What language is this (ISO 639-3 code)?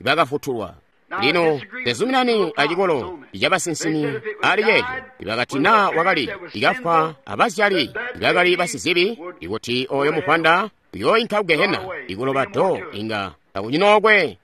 toi